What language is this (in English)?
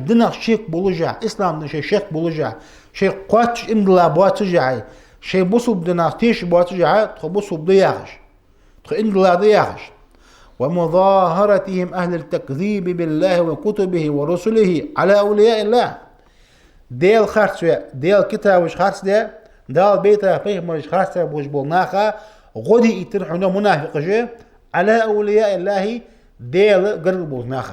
Ingush